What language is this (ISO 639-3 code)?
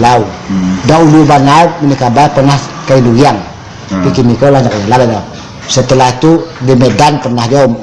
min